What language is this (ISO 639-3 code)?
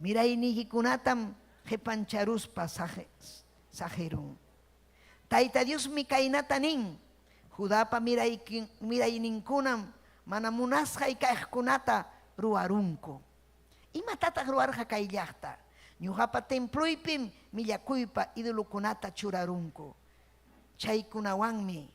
quy